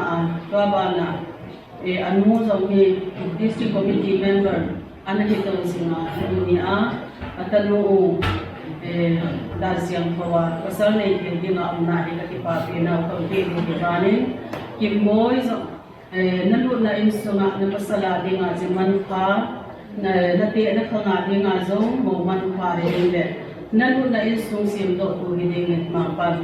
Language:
Tedim Chin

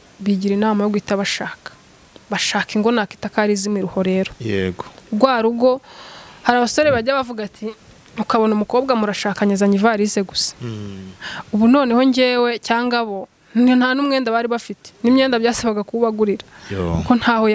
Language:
Kinyarwanda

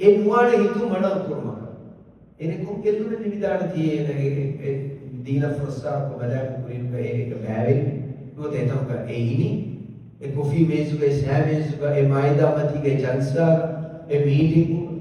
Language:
Divehi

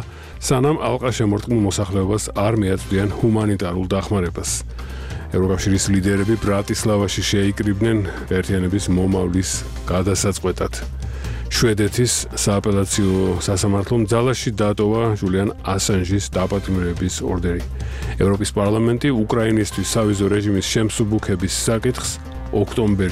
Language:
Georgian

